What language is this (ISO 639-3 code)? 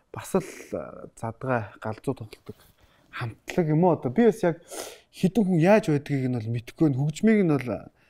mon